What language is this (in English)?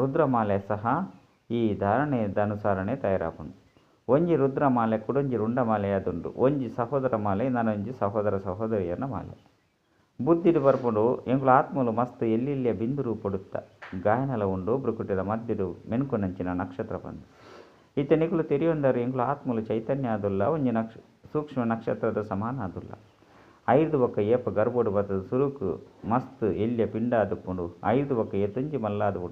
Tulu